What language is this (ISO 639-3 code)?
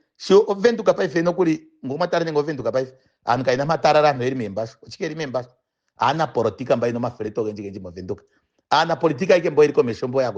ndo